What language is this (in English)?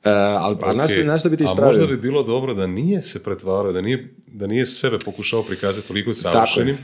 Croatian